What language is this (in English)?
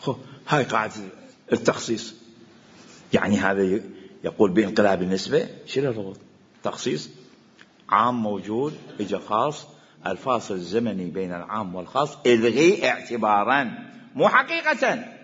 Mesopotamian Arabic